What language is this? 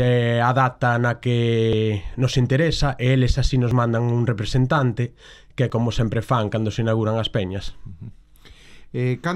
Galician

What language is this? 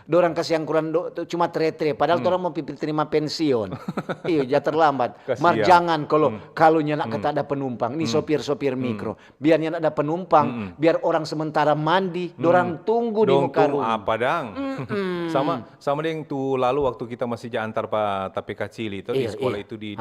Manado Malay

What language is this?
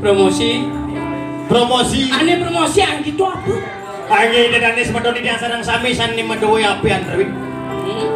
Balinese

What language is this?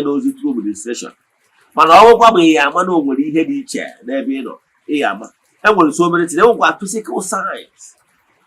Igbo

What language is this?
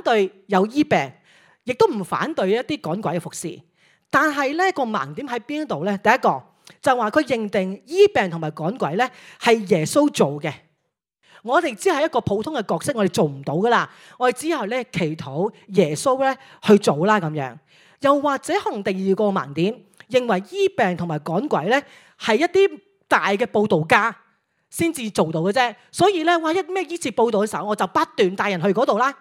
Cantonese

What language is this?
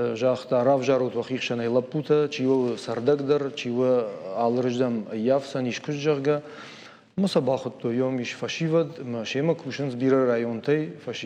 Ossetic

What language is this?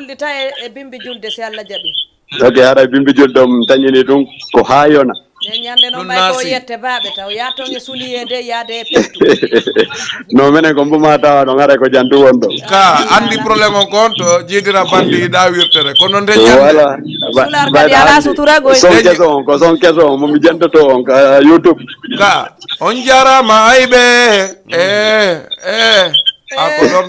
Fula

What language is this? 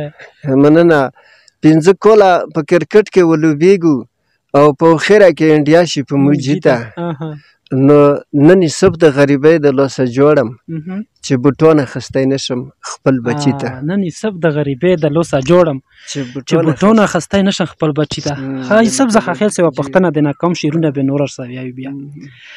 Pashto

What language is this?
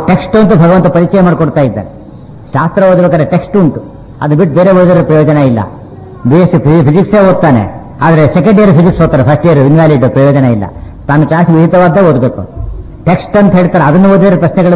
Kannada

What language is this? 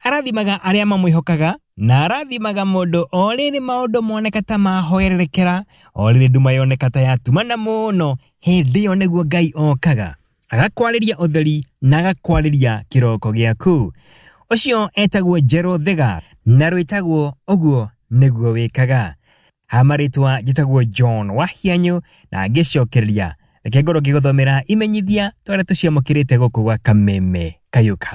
Kikuyu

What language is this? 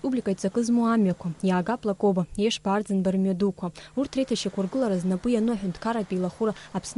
Abkhazian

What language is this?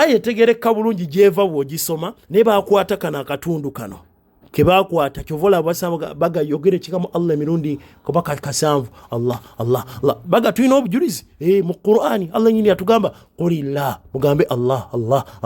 Ganda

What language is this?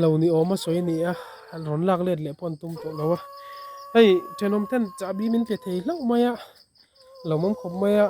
Mizo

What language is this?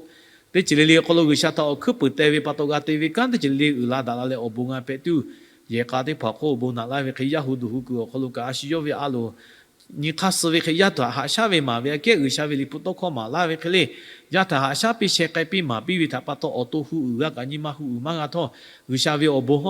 Lahu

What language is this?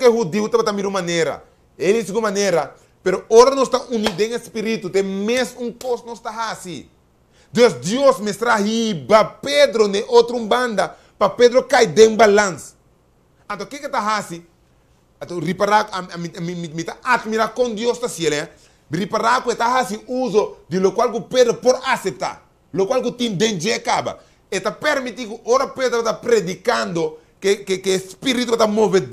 Papiamento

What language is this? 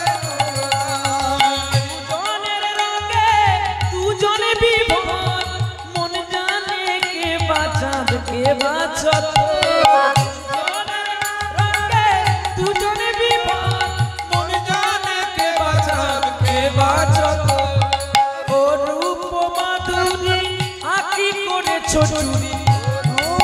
Bangla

